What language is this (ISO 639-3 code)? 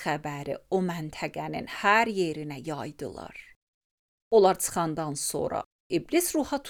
aze